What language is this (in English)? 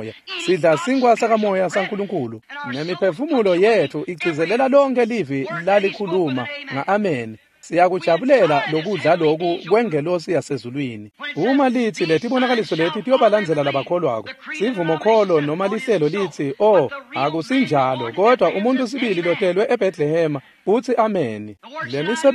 Swati